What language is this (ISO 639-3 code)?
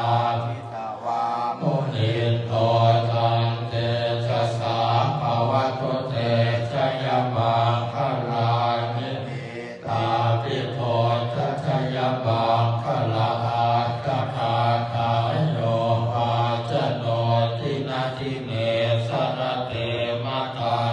pli